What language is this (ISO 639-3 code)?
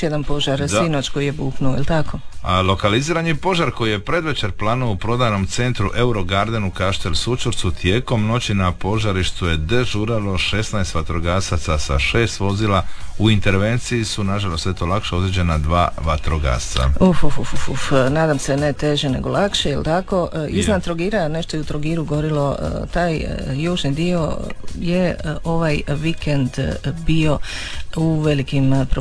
hrv